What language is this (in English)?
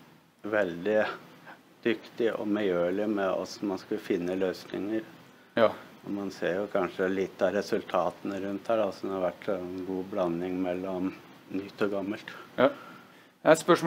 Norwegian